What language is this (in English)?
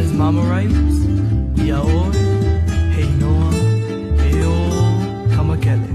Hawaiian